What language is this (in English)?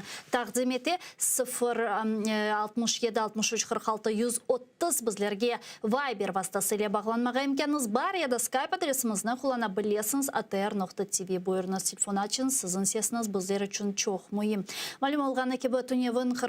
Crimean Tatar